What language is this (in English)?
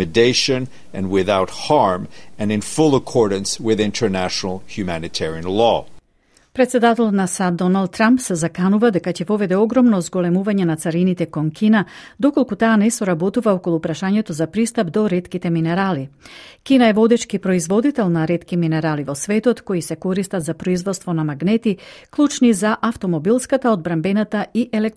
Macedonian